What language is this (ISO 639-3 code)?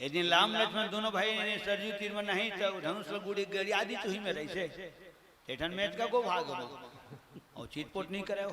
hne